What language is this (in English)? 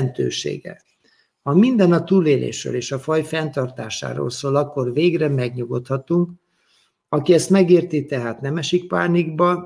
Hungarian